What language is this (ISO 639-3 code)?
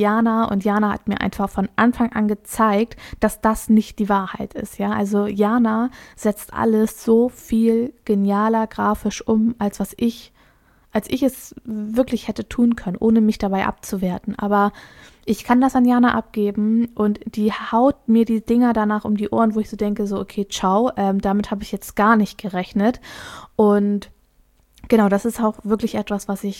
deu